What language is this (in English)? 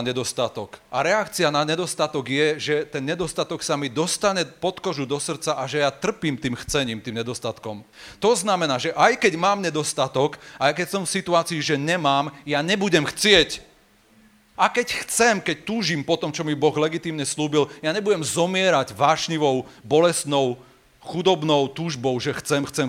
Slovak